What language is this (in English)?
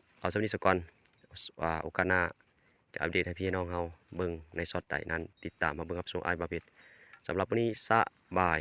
Lao